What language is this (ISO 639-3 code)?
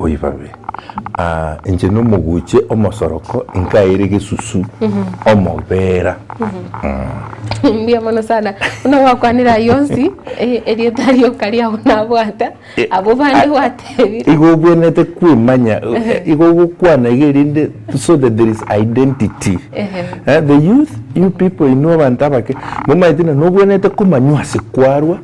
guz